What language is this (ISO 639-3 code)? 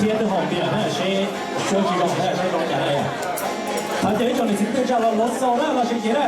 hmn